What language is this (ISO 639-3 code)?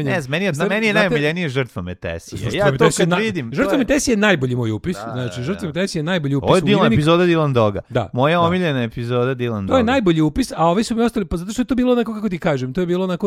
srp